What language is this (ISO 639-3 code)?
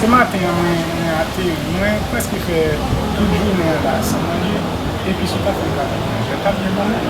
hat